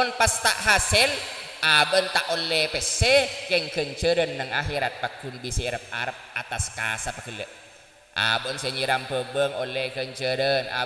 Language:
Madurese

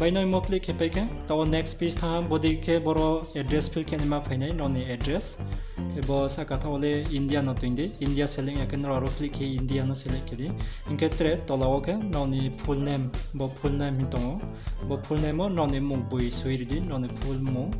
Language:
Riang (India)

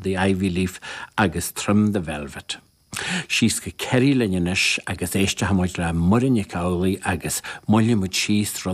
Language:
Irish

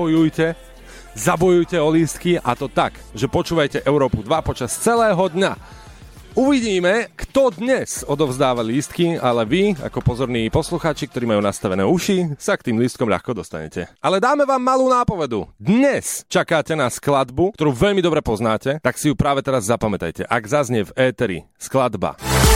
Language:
Slovak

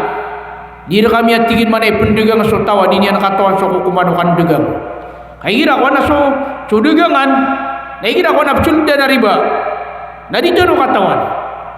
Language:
Maranao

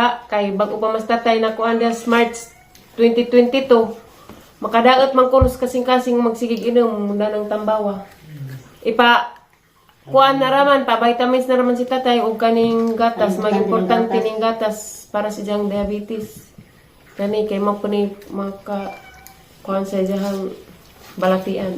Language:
Cebuano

